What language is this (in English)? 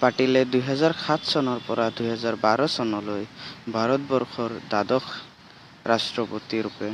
Assamese